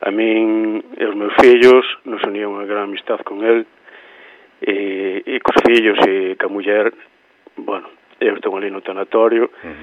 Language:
Galician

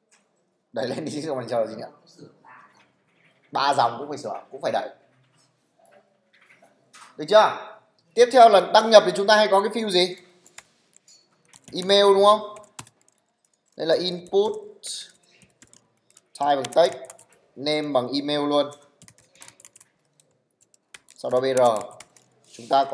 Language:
Vietnamese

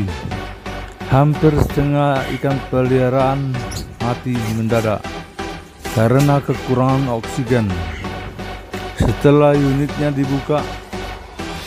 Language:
Indonesian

